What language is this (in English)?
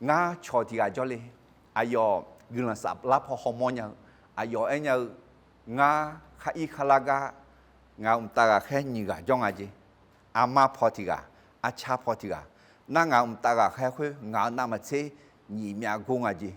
Akha